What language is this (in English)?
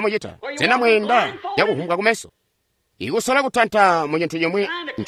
Tonga (Zambia)